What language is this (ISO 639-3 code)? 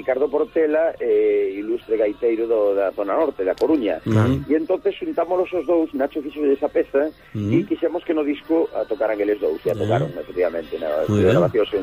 glg